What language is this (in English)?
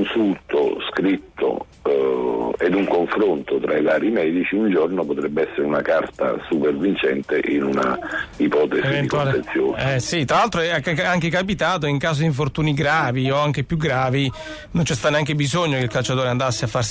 Italian